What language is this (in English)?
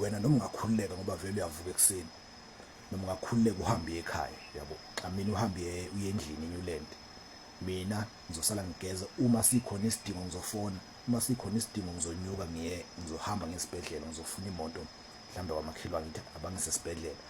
Zulu